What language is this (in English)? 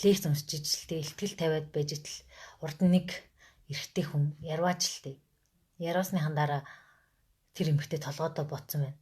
Mongolian